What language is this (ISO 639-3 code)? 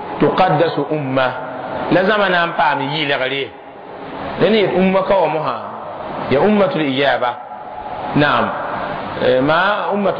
mos